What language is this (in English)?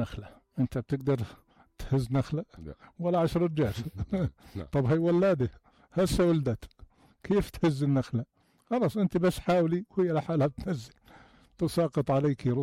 North Levantine Arabic